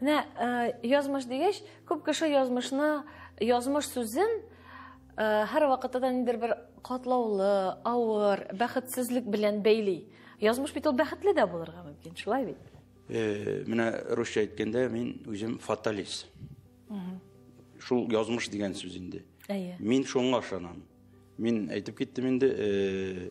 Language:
Tatar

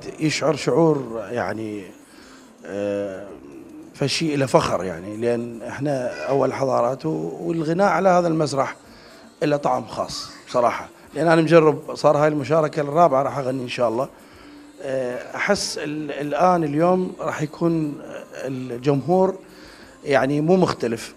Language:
Mesopotamian Arabic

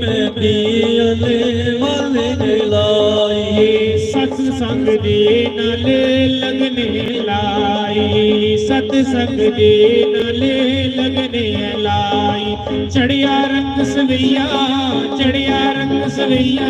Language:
Dogri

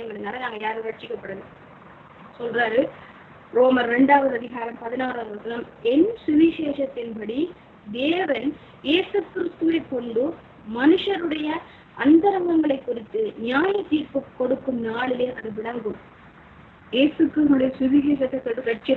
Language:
Tamil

